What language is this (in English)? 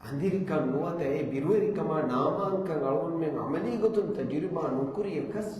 Divehi